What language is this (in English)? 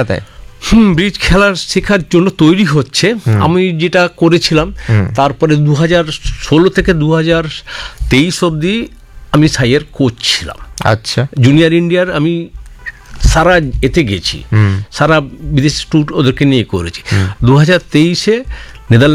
Bangla